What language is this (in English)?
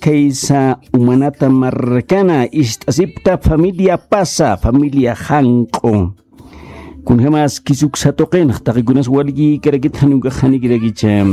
Aymara